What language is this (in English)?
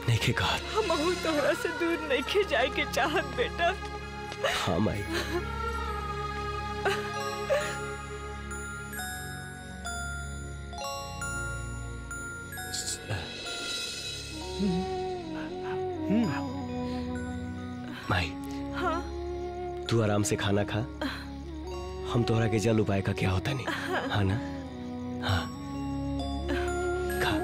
Bhojpuri